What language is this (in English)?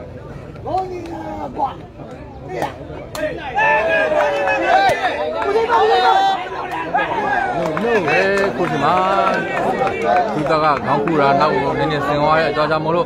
Burmese